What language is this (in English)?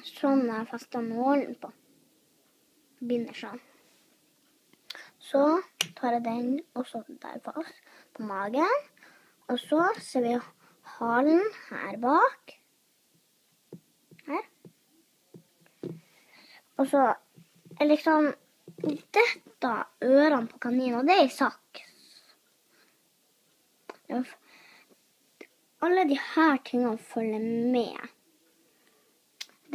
Norwegian